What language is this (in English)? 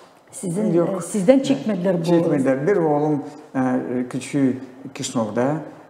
Gagauz